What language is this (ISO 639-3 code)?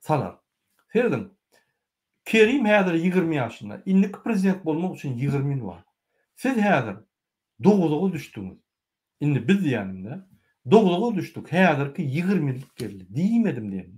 tuk